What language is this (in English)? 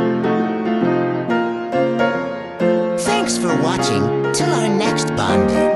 Filipino